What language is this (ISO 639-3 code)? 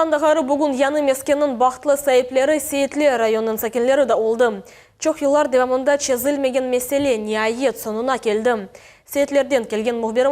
crh